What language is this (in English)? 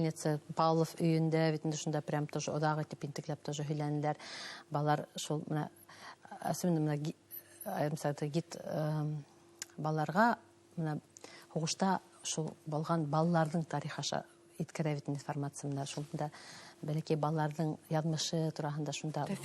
Bashkir